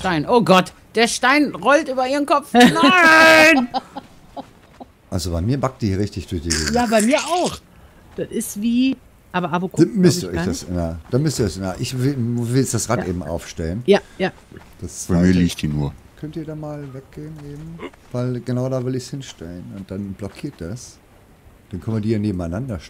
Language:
German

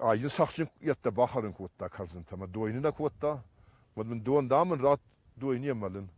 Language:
Ossetic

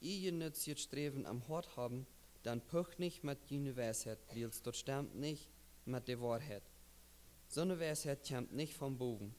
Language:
Plautdietsch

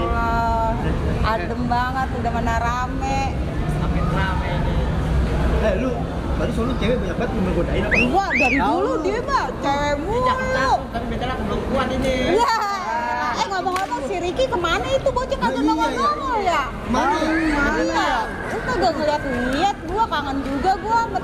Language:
Betawi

